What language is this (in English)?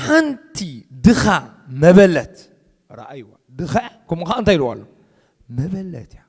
Tigrinya